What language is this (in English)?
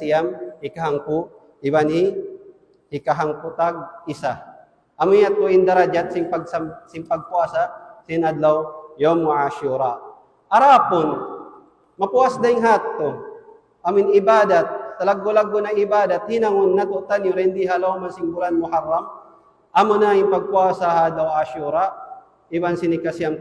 Tausug